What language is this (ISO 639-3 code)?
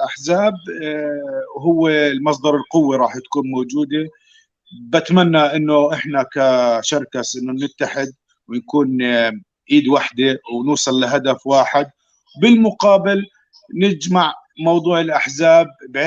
apc